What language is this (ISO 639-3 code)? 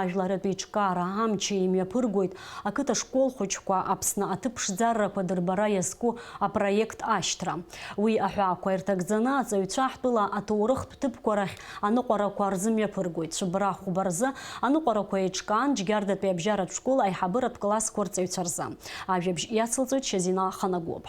abk